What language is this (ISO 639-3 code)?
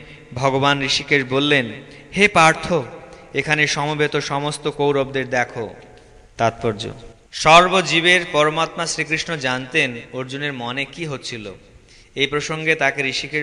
ben